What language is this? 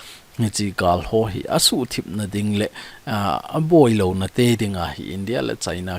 Thado Chin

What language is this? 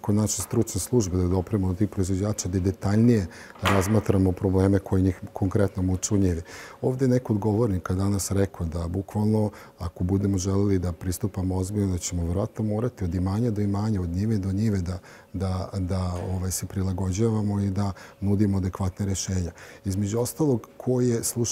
Serbian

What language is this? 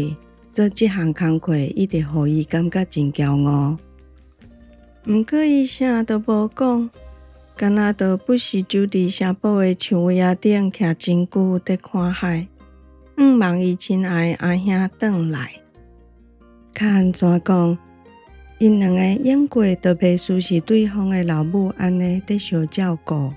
Min Nan Chinese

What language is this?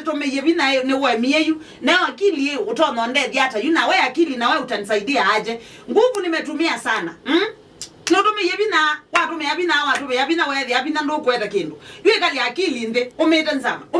Kamba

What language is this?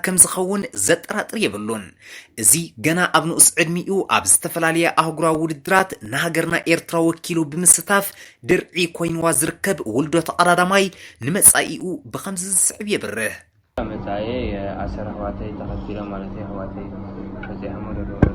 Tigrinya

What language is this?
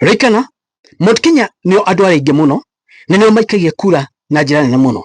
Kikuyu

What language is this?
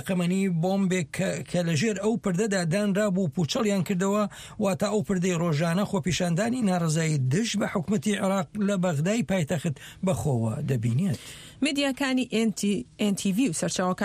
Central Kurdish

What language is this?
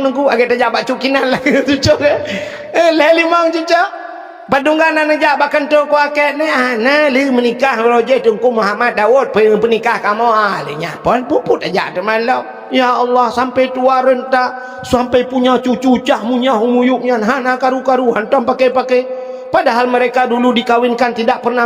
Achinese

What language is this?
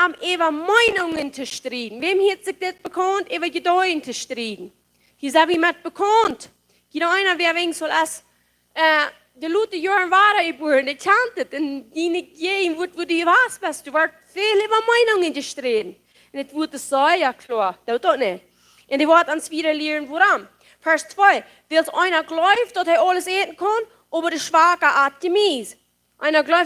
Plautdietsch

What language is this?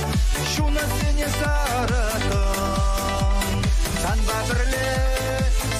Chuvash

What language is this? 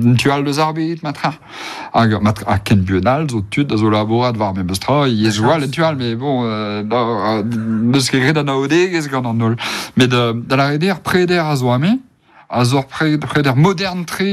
Breton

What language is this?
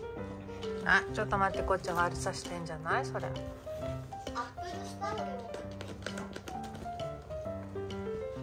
Japanese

